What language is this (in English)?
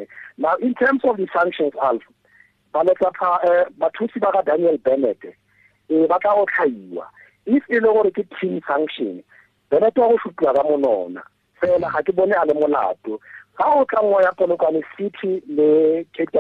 Tswana